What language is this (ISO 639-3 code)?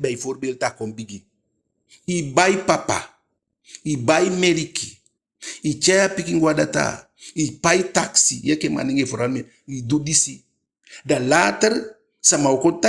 djk